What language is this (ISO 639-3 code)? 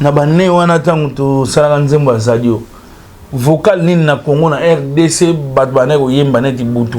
lin